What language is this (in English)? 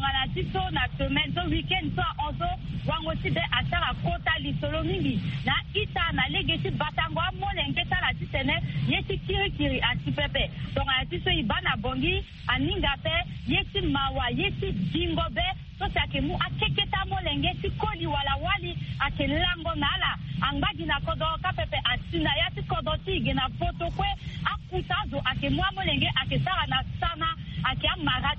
Sango